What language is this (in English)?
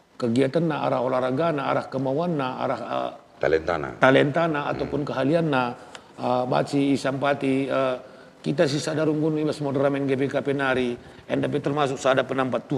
Batak Karo